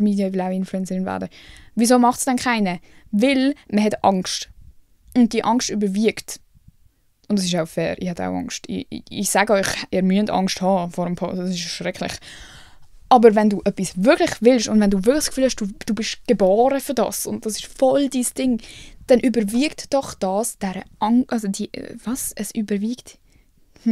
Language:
Swiss German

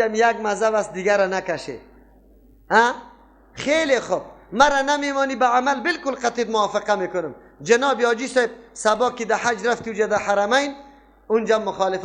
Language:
Persian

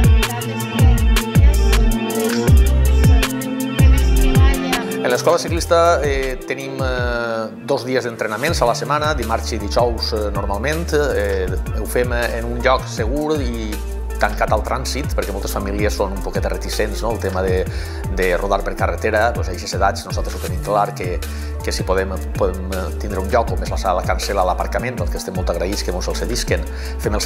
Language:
Catalan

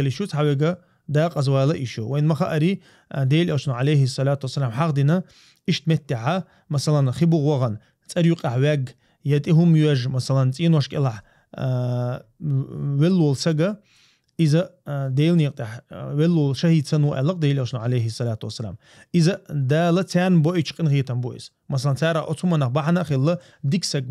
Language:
Chechen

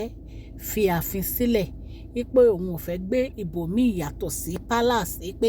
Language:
Yoruba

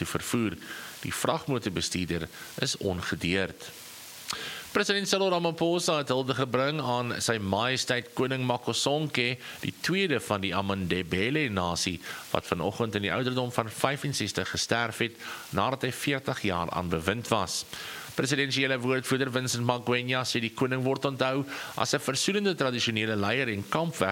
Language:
Afrikaans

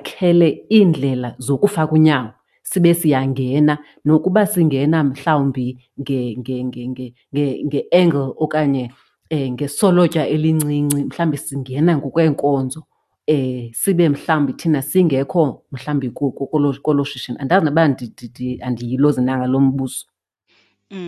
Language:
Xhosa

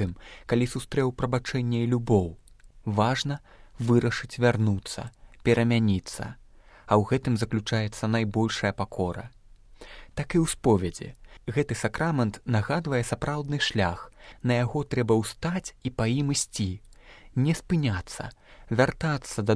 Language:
Belarusian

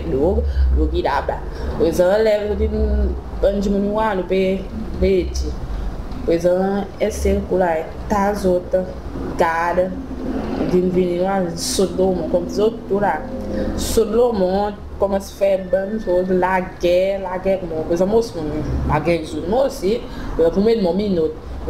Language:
Seselwa Creole French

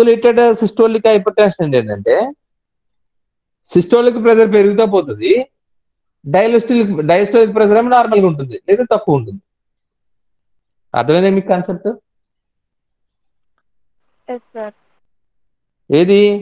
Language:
Telugu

